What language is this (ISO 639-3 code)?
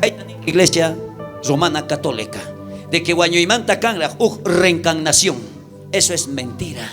quh